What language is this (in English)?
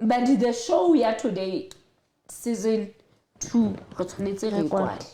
Southern Sotho